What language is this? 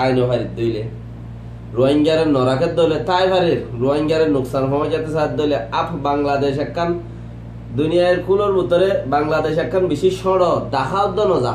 Rohingya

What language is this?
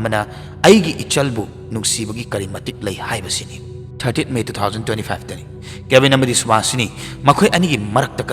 Manipuri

